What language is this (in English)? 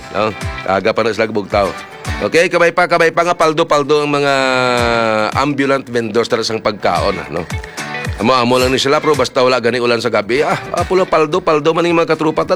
Hiligaynon